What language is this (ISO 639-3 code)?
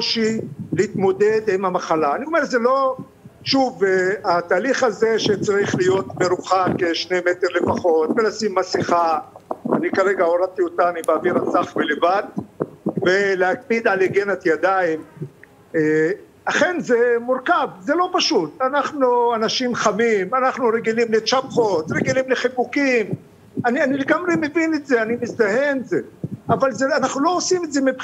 heb